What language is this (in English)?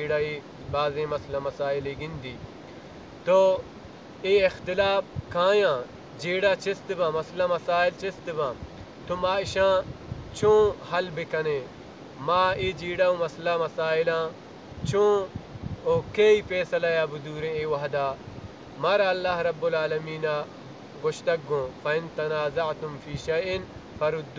Baluchi